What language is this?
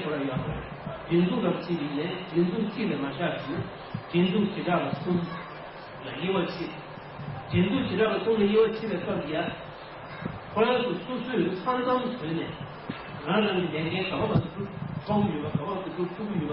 Tibetan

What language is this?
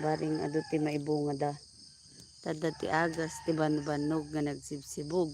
Iloko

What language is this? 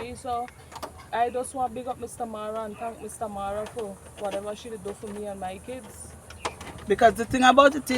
Jamaican Creole English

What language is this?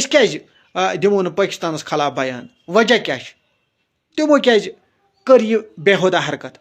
Kashmiri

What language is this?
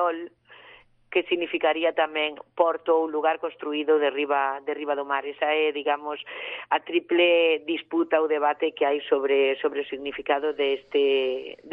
Galician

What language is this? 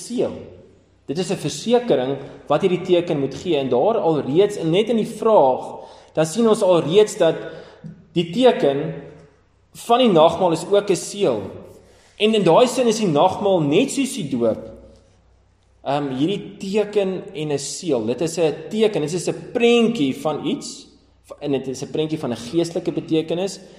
Afrikaans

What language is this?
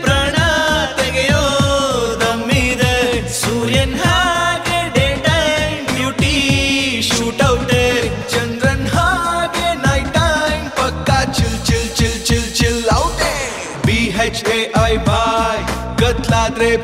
Kannada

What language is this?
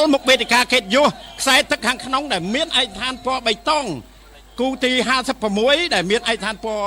Khmer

